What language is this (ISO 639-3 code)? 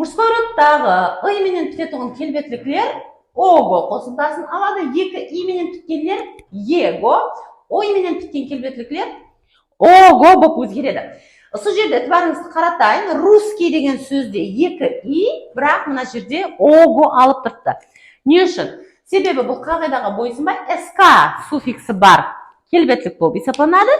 kaa